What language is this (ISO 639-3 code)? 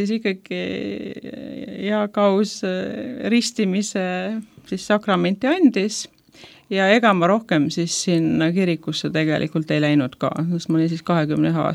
est